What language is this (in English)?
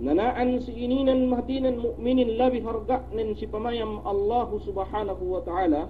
Yakan